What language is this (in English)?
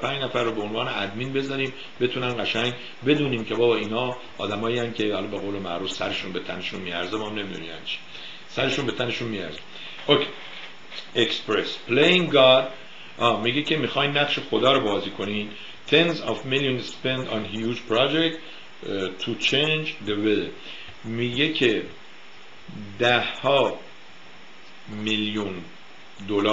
Persian